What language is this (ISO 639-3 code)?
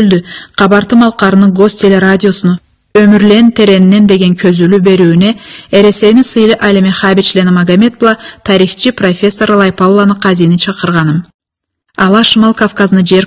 krc